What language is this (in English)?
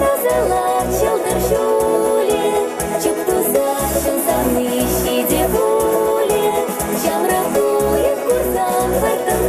Chuvash